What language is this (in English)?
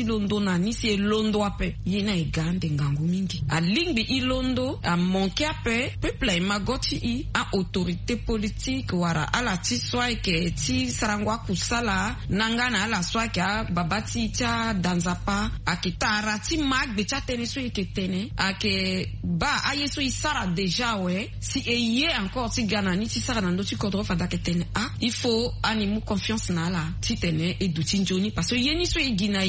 Sango